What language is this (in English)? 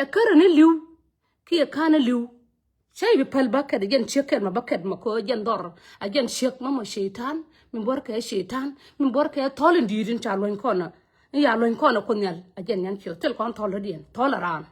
Nuer